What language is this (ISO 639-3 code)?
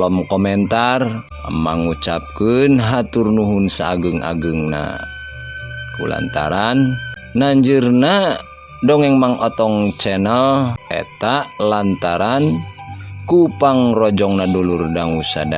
sun